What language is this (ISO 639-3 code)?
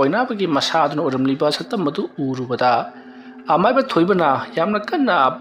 mni